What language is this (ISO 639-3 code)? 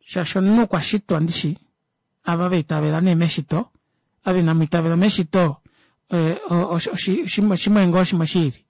kua